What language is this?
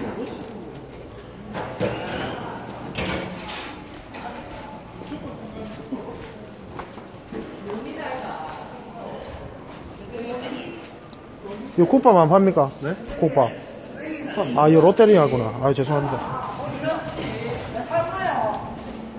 Korean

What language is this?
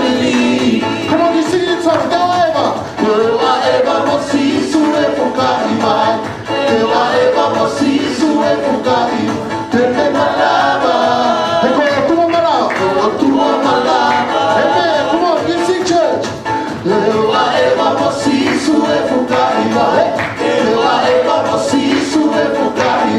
Tongan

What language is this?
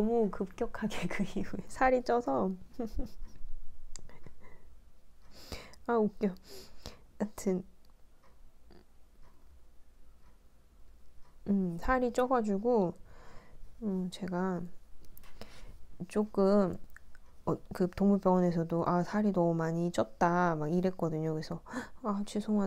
Korean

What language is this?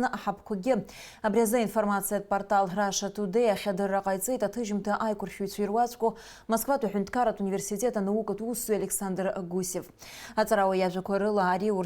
Abkhazian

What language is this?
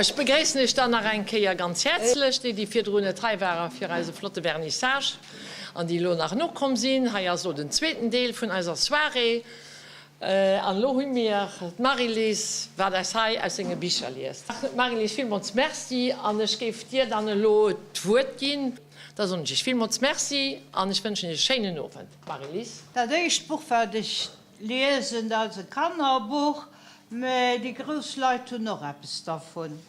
Luxembourgish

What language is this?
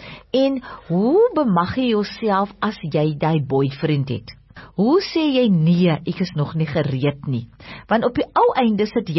Afrikaans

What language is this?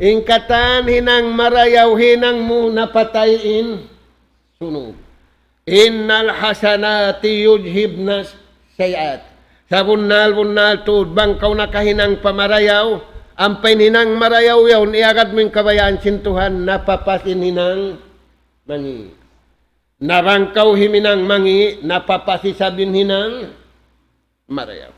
Tausug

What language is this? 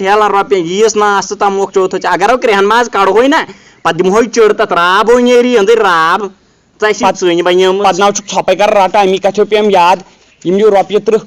Kashmiri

